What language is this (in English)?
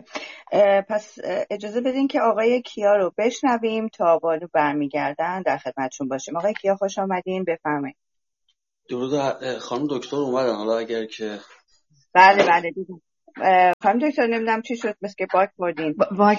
Persian